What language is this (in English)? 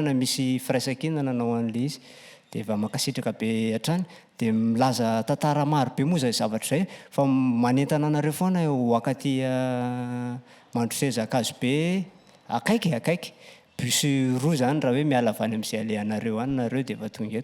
Malagasy